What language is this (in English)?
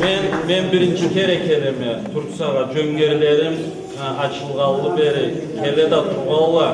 Karachay-Balkar